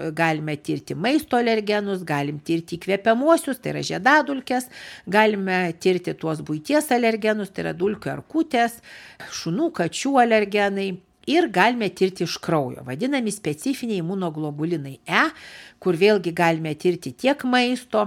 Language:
Lithuanian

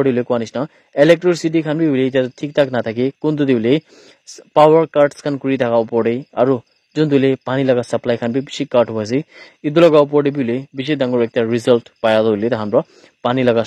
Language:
Naga Pidgin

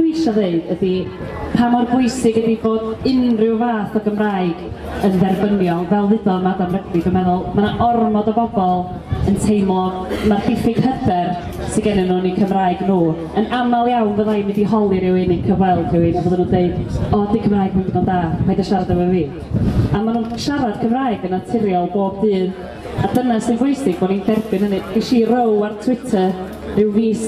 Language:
Welsh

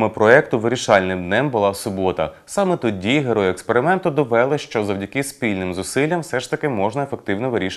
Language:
Ukrainian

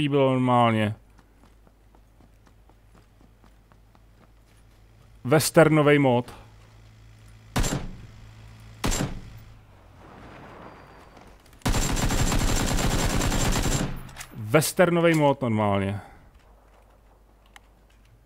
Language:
Czech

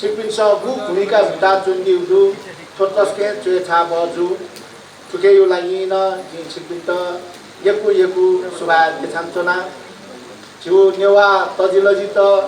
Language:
Newari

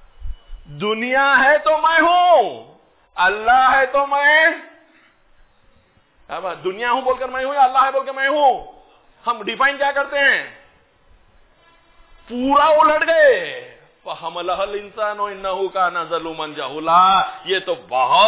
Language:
Urdu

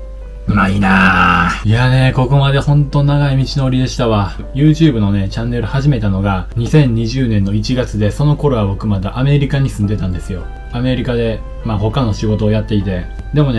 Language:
Japanese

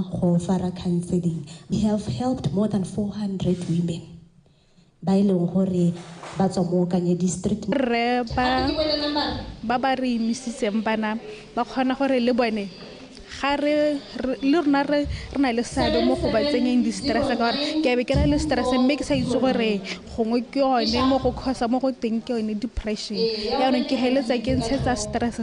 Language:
Tswana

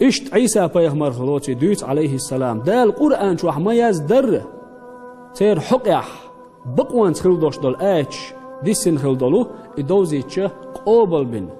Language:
Chechen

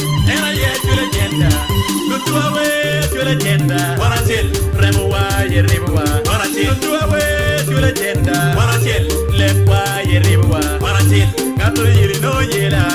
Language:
Acoli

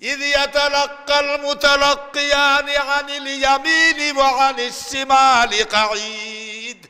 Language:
Sylheti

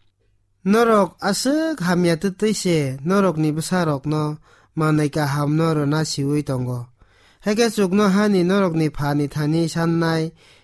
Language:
Kok Borok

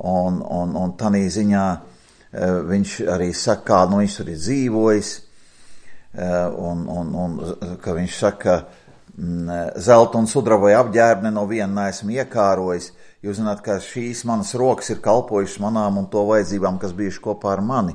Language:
Latvian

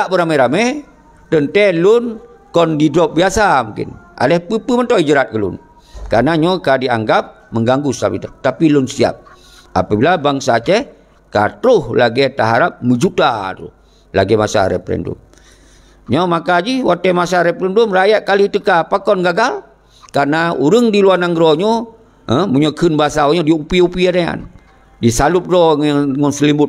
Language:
Achinese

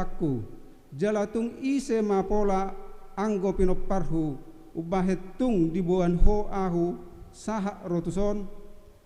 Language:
Batak Toba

